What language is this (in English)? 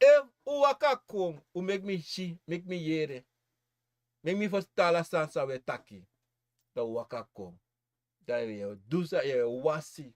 Sranan Tongo